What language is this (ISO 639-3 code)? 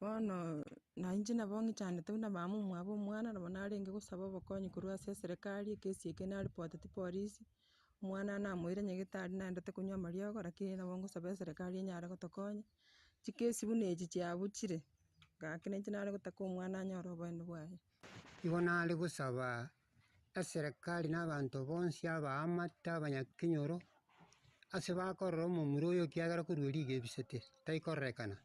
guz